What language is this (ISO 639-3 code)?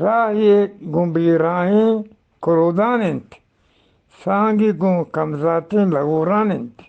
bgp